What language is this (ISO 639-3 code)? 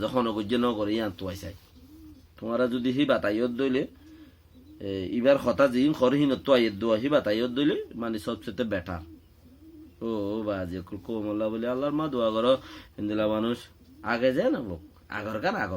rhg